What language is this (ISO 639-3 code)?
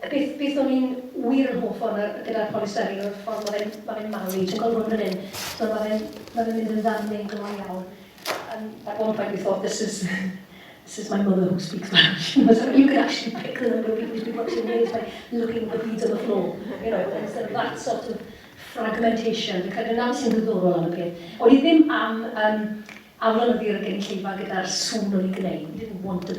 cym